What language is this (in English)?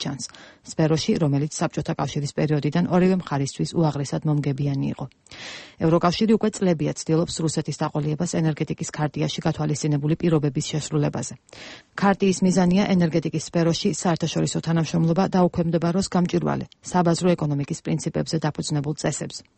Georgian